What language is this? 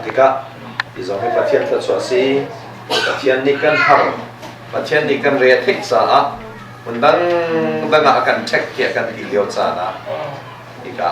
Hakha Chin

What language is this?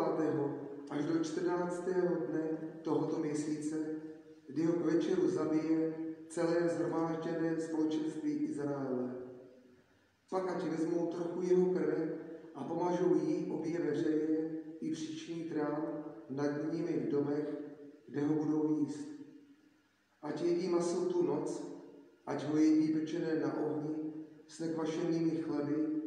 Czech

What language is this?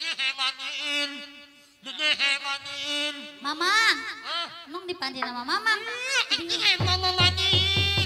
Betawi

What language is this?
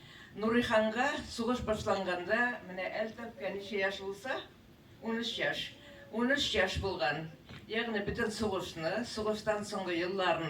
Tatar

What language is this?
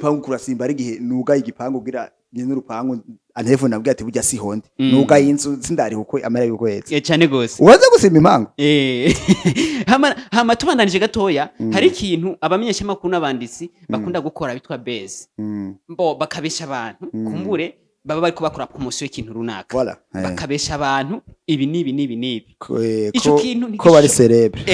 Rundi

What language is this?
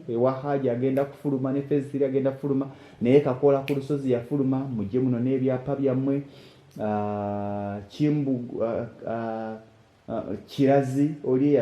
Ganda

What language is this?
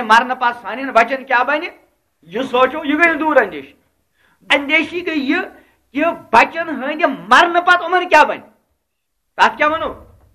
Kashmiri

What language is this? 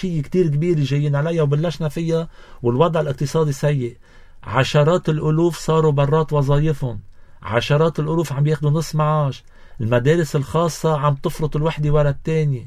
North Levantine Arabic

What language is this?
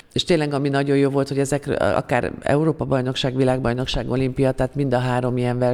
Hungarian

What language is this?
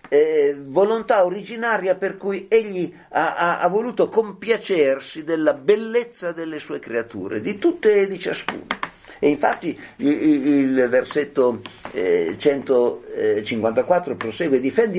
Italian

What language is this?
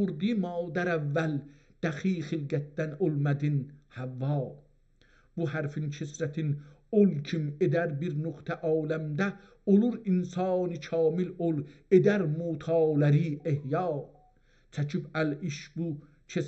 South Azerbaijani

